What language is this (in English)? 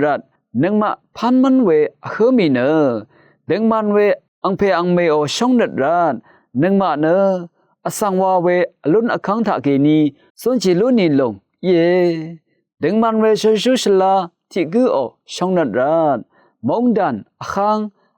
Rawang